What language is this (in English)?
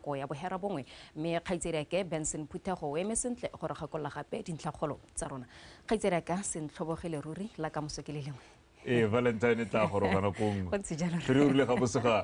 Tswana